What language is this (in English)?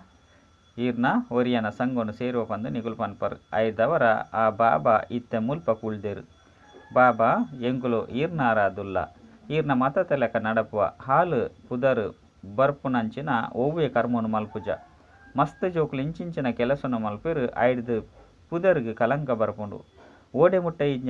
Tulu